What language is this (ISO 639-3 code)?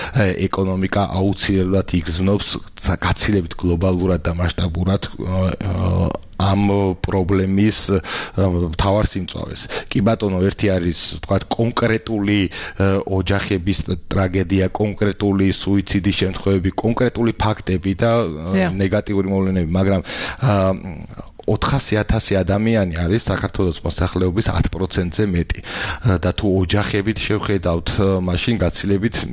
kat